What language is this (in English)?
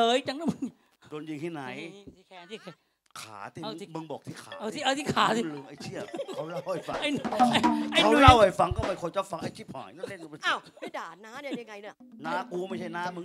Thai